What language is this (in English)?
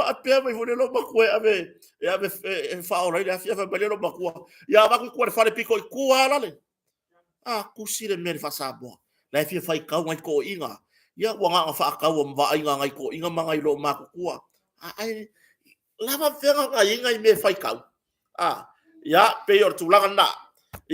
Samoan